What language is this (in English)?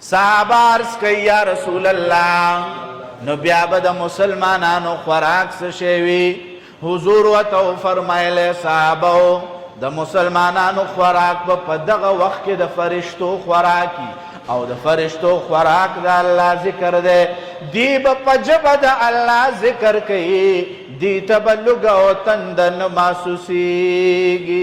Pashto